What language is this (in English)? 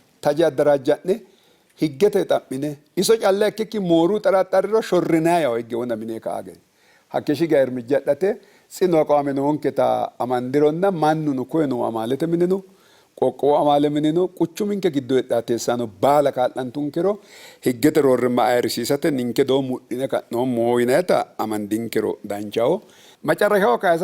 Sidamo